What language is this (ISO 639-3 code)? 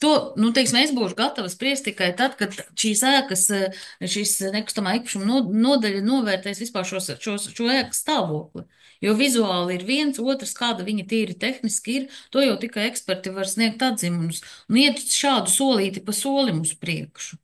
lav